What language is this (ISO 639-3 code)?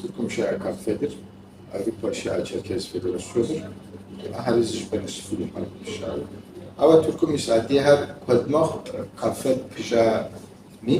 kbd